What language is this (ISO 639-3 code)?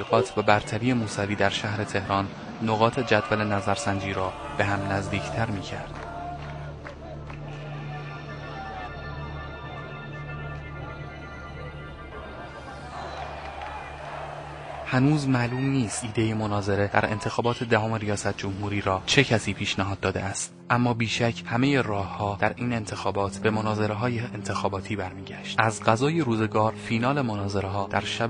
fas